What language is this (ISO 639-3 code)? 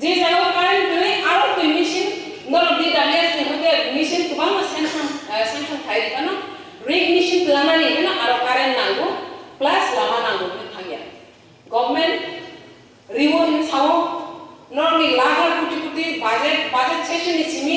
trp